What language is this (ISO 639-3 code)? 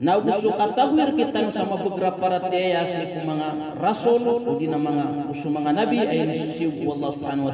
mrw